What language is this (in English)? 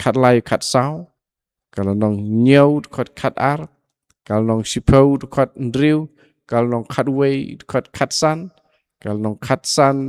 Khasi